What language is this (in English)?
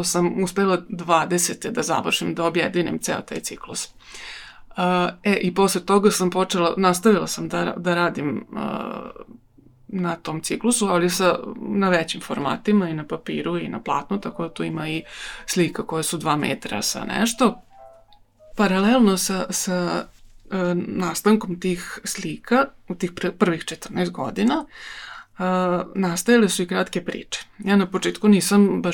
Serbian